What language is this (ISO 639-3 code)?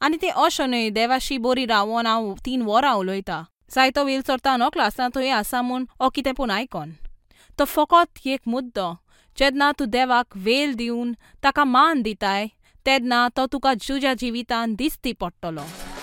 kok